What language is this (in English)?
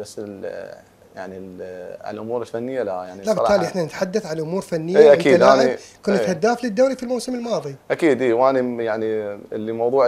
Mesopotamian Arabic